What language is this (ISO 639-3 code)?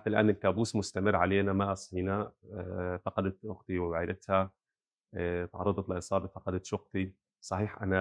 apc